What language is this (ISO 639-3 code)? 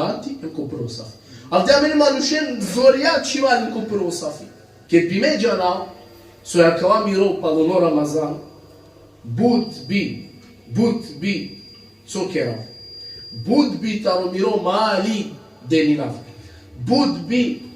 rmn